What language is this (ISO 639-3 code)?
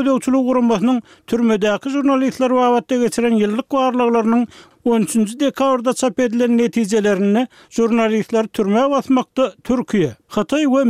tuk